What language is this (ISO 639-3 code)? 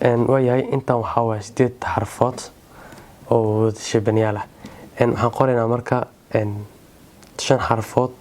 som